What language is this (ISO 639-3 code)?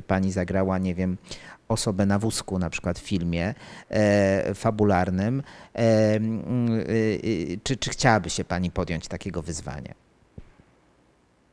pol